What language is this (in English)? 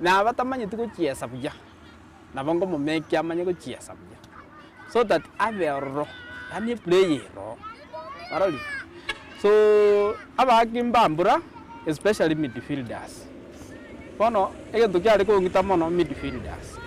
Gusii